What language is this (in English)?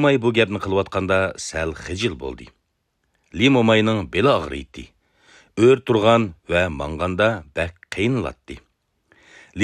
Uyghur